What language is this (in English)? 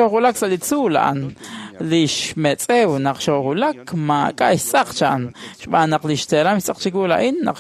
Kekchí